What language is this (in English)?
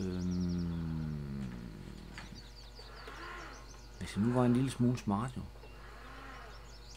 Danish